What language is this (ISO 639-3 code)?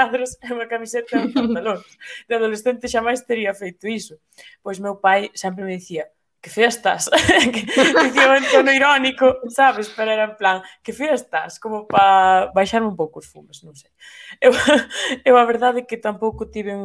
glg